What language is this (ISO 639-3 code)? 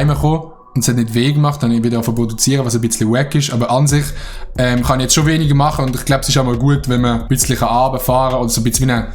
gsw